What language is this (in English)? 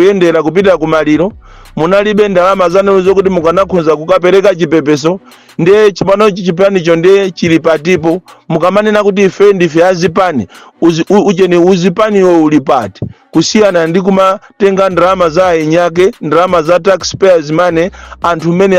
Nyanja